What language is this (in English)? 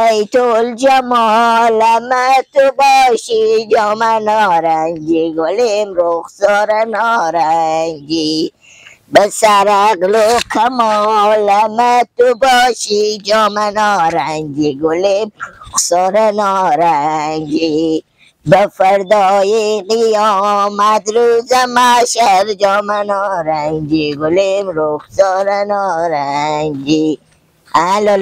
Persian